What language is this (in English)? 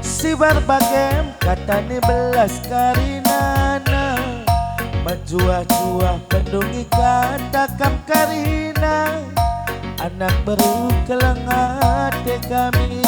Batak Karo